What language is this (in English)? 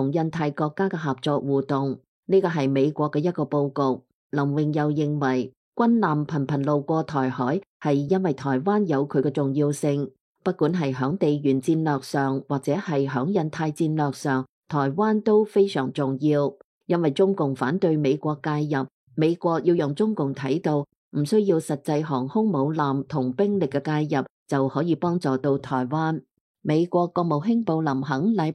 Cantonese